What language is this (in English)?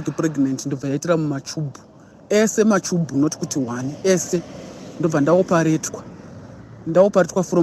Shona